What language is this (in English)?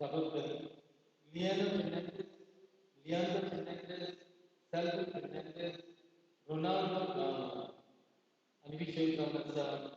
Konkani